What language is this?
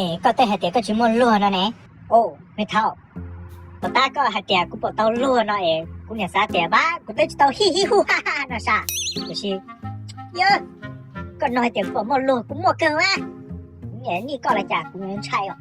Hmong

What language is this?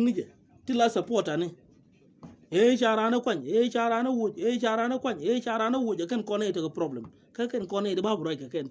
Nuer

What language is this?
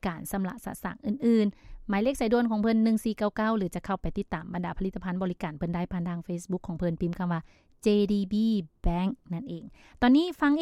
Lao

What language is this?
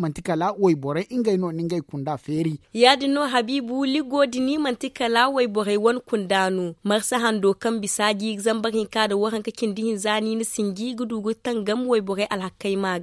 Zarma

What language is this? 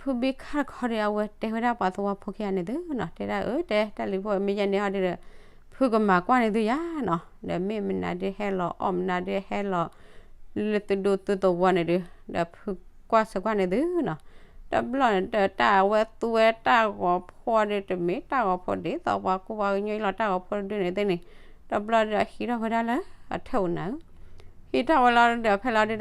S'gaw Karen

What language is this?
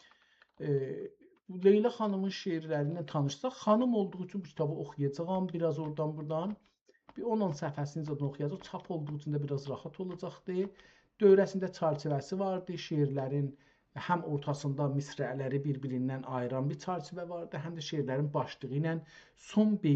South Azerbaijani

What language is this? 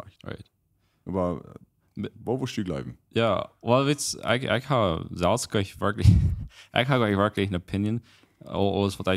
Plautdietsch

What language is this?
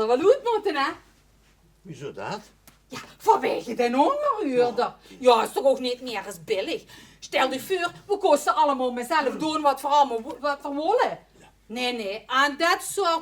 Limburgish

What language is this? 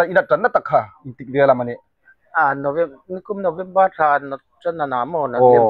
Hmar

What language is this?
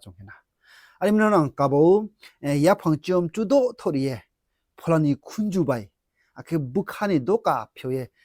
Riang (India)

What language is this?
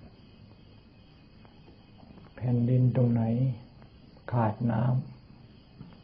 Thai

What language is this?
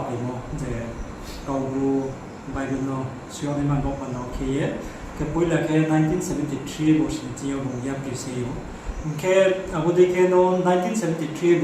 Riang (India)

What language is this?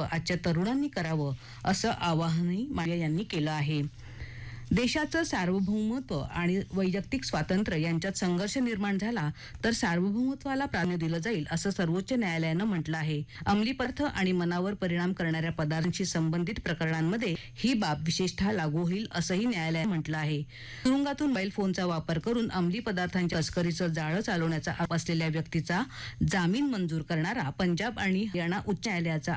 Marathi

